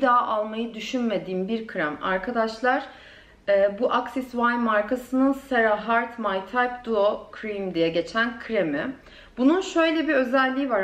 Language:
Turkish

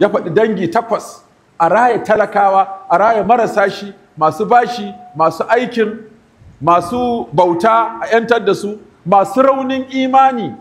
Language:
Hausa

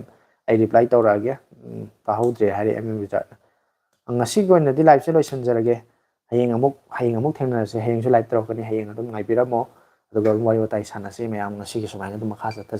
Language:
Manipuri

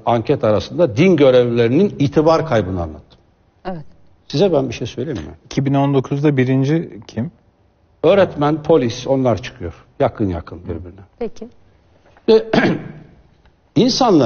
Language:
Turkish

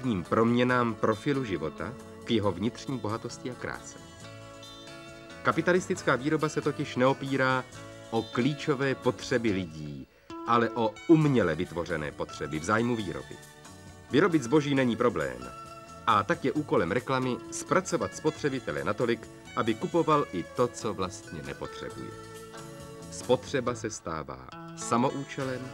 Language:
Czech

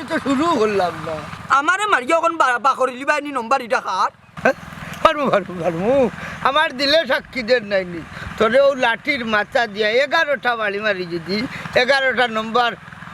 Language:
Sylheti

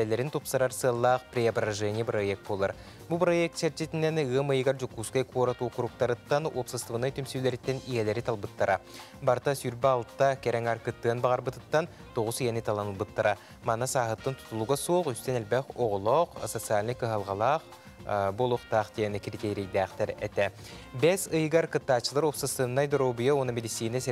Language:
Yakut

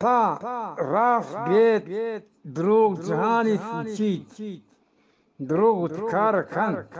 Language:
Eastern Balochi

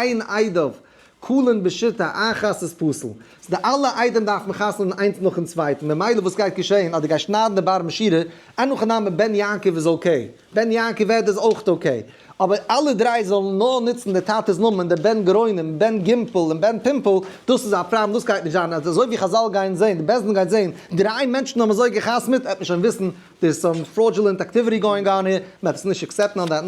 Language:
Yiddish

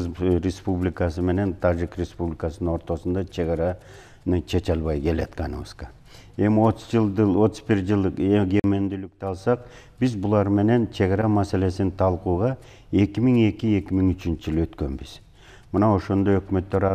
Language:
Kyrgyz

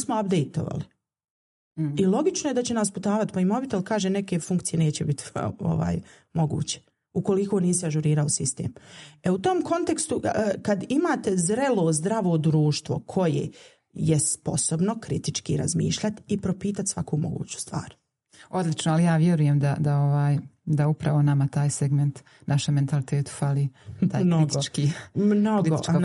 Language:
Bosnian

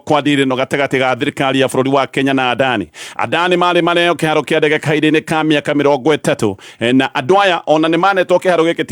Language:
Kikuyu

